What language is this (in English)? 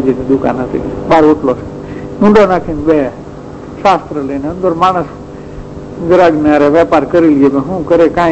Gujarati